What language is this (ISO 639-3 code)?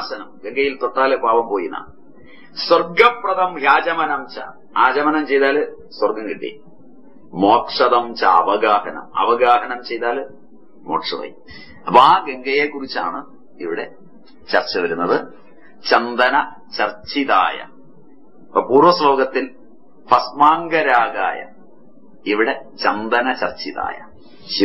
mal